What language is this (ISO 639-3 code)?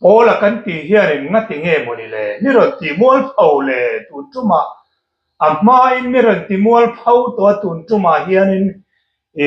hmr